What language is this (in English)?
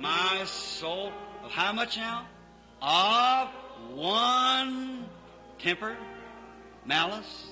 Luba-Lulua